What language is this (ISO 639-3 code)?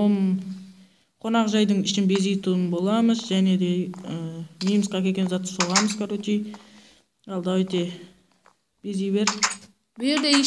kaa